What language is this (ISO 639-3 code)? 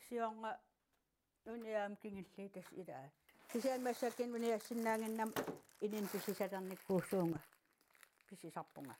kal